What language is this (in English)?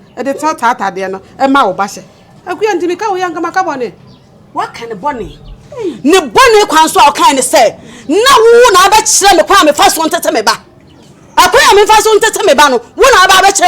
Akan